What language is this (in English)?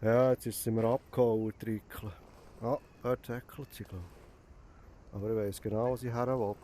Swiss German